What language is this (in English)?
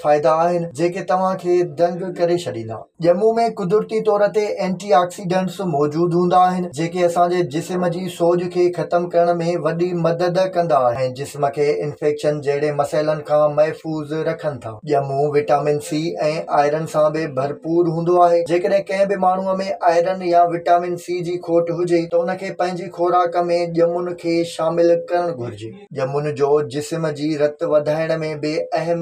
Sindhi